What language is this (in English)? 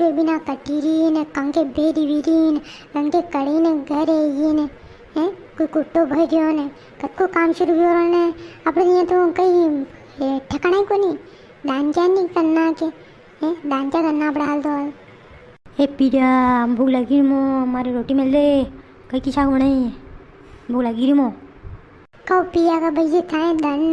Rajasthani